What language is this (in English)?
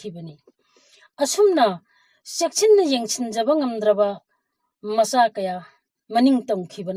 Manipuri